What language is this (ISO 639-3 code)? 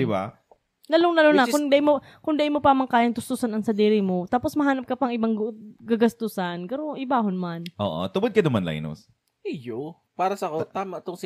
bik